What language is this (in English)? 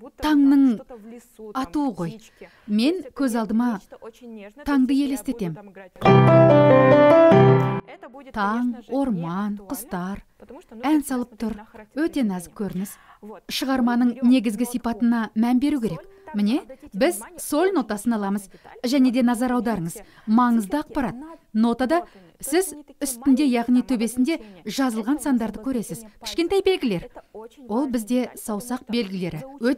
Kazakh